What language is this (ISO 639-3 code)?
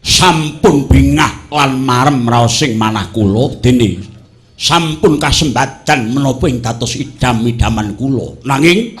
jav